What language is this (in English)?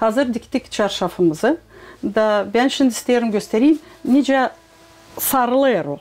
Gagauz